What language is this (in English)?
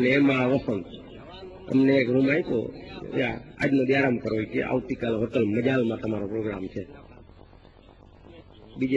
Gujarati